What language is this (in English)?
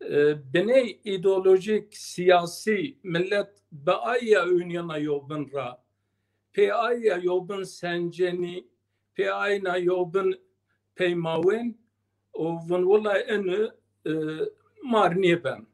Zaza